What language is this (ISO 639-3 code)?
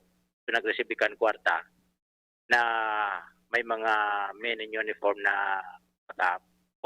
bik